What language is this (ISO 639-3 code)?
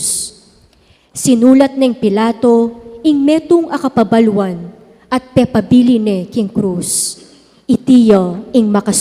pam